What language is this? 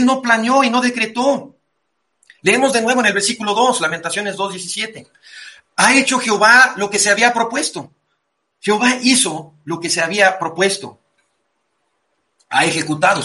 Spanish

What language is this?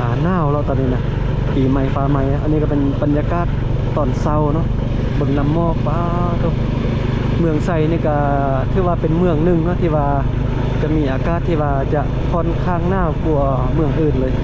Lao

